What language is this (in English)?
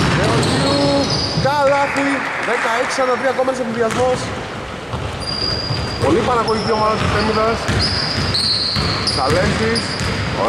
Greek